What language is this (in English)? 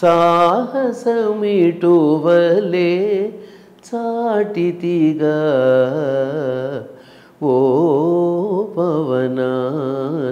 Telugu